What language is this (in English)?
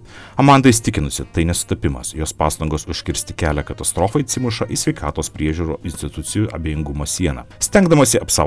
Lithuanian